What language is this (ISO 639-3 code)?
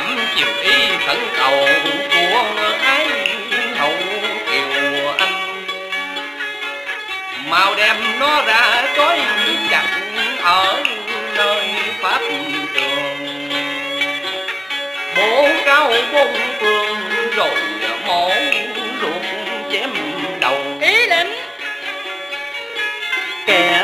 vie